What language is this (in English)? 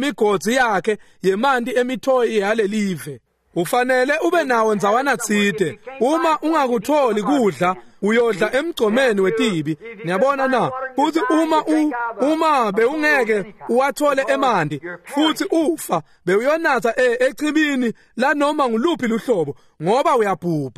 Swati